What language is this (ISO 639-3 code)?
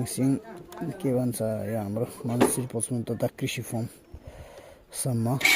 nep